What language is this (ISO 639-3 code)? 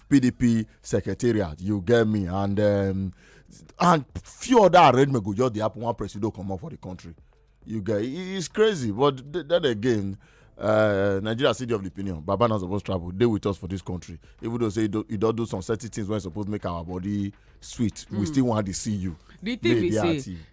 pcm